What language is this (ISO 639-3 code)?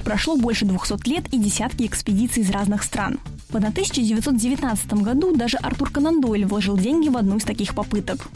rus